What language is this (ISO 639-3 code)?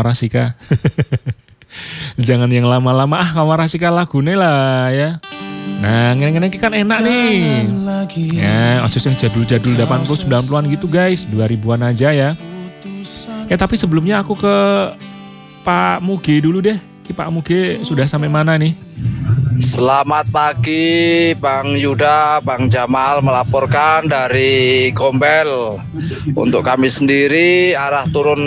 ind